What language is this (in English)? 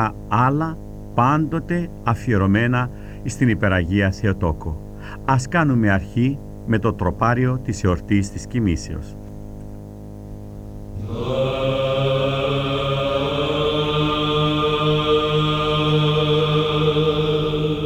Greek